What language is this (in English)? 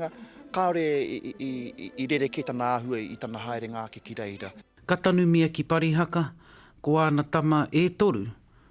Māori